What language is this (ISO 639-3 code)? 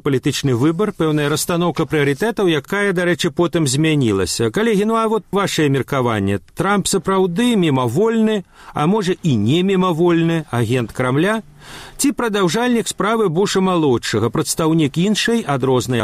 bel